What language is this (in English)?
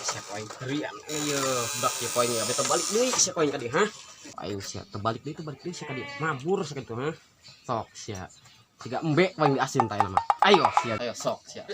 Sundanese